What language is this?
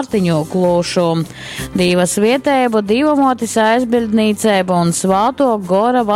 Latgalian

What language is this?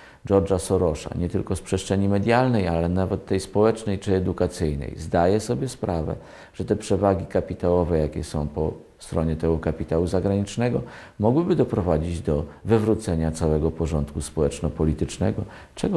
Polish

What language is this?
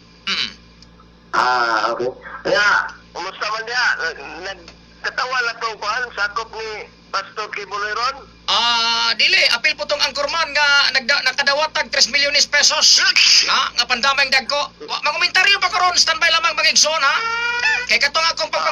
Cebuano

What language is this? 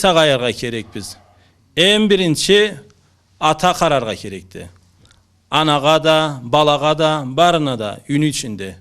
Karachay-Balkar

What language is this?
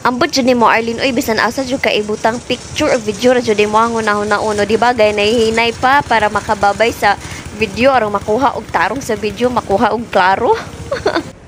Cebuano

